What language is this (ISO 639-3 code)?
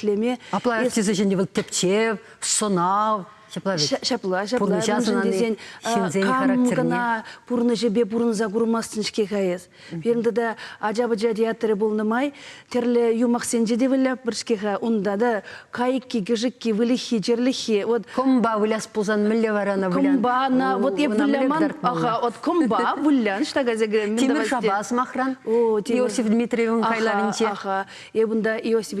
chv